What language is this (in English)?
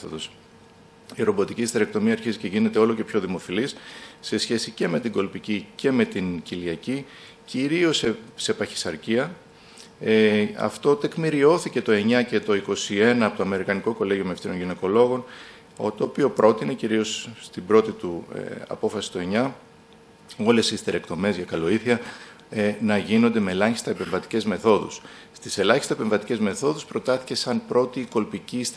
Greek